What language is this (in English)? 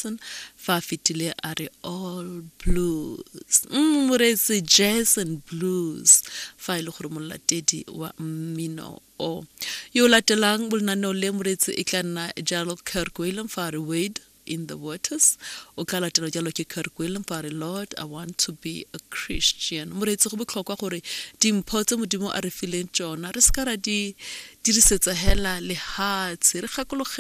Tswana